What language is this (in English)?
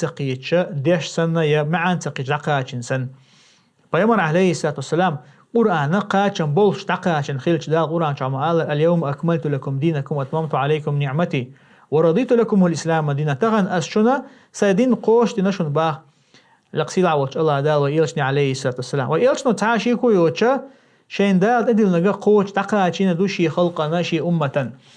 Chechen